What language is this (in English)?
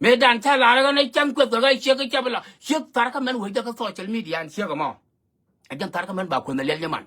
Nuer